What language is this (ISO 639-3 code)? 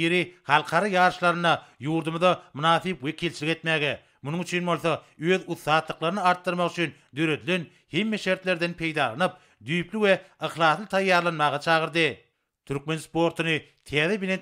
tuk